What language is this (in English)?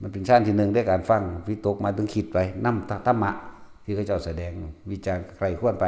Northeastern Thai